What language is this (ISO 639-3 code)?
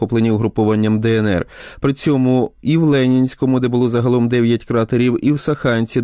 ukr